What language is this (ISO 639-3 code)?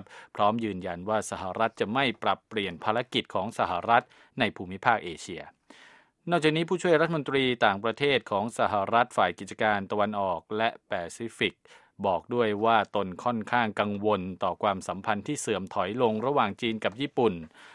tha